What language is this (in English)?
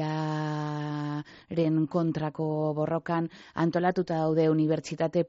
Basque